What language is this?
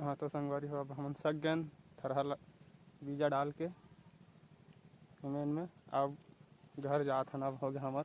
Chhattisgarhi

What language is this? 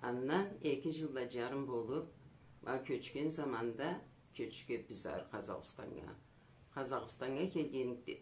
Karachay-Balkar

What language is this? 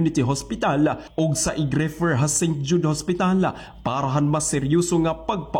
Waray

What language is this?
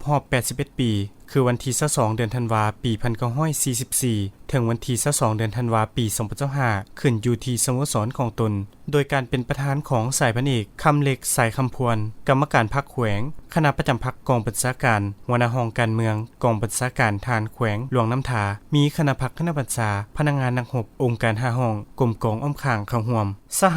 Lao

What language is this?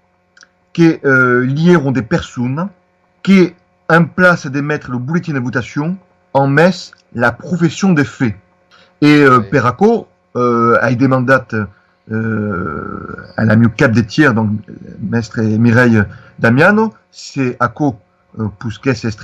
Occitan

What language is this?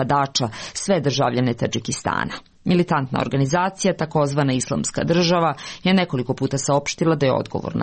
Serbian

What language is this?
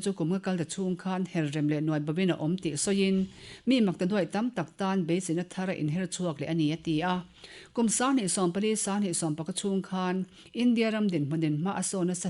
Mizo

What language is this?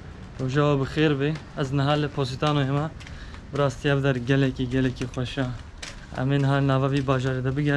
Kurdish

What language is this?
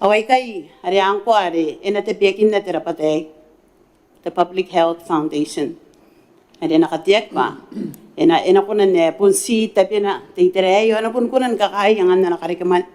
Gilbertese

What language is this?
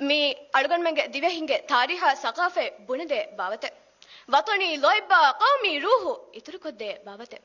Divehi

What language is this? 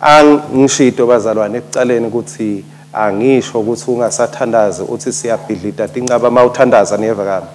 Swati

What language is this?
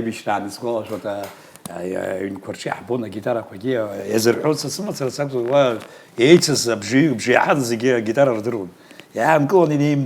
Abkhazian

